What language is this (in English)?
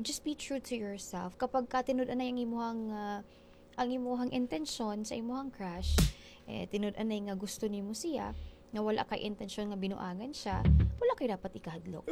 Cebuano